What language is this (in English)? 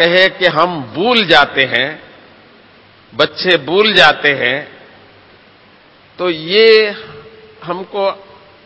Hindi